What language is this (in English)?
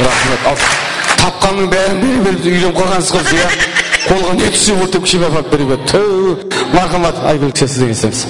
Kara-Kalpak